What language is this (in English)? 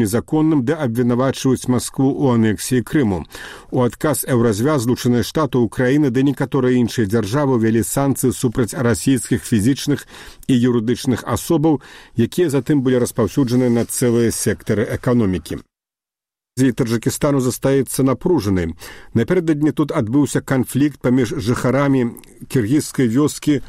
Belarusian